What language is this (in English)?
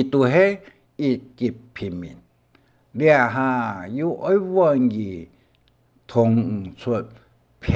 Hakka Chinese